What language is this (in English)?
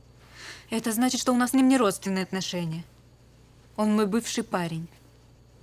Russian